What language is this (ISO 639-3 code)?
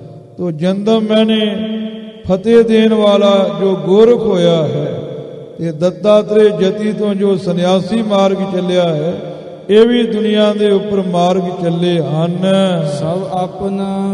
pan